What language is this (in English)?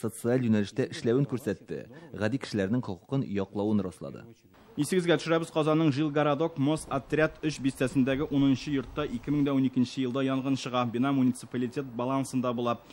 Tatar